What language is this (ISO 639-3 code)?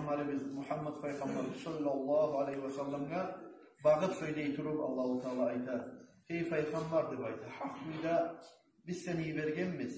kum